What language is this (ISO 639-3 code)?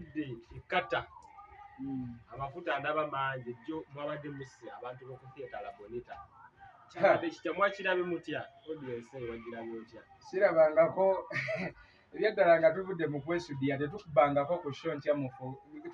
lug